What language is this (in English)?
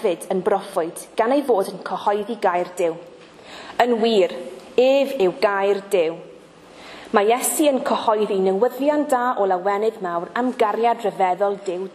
Welsh